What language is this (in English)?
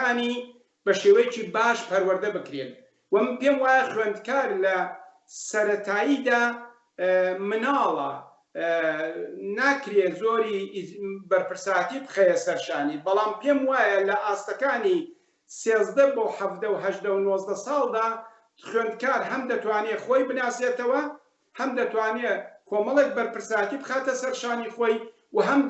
Central Kurdish